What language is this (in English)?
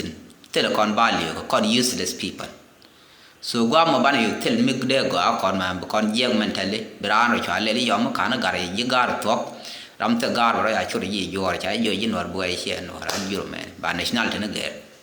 Nuer